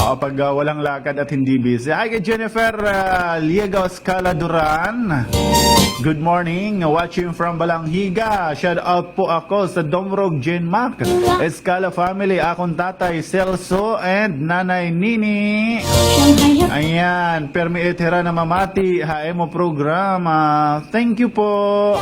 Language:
Waray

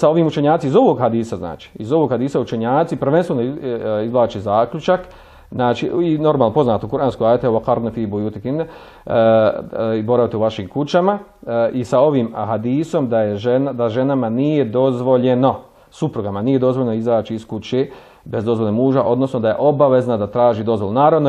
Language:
Bosnian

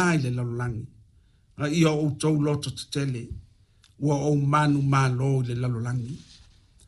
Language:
Samoan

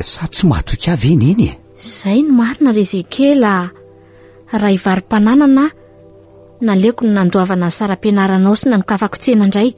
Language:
Malagasy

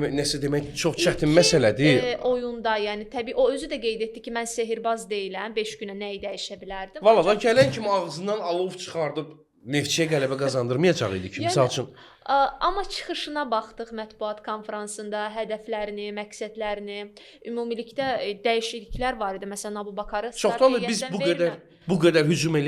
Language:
Azerbaijani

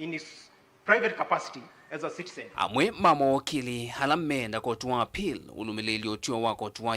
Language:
Kamba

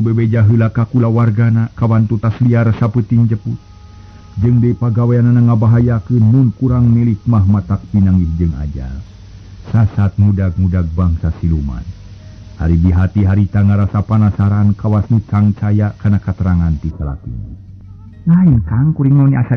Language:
Sundanese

